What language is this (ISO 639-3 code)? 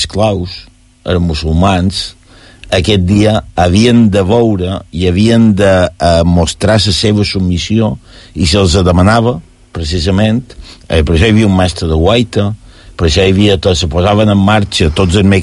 cat